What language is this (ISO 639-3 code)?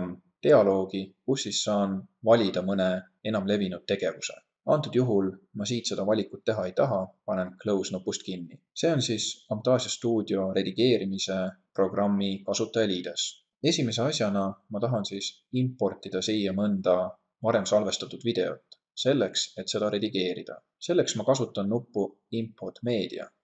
est